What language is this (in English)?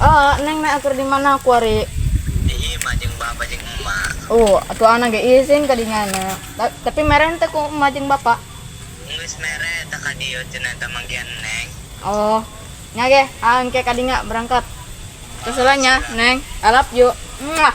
Sundanese